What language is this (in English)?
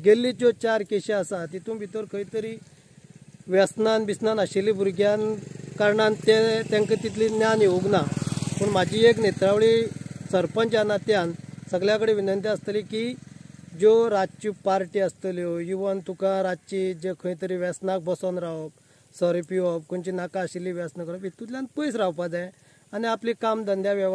Konkani